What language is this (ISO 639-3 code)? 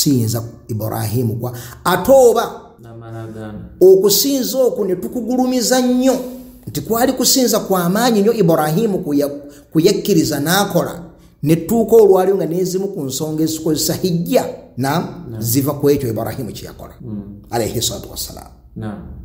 lug